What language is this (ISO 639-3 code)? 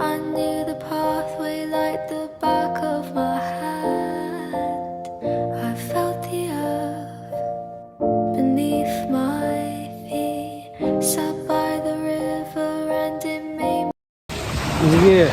sah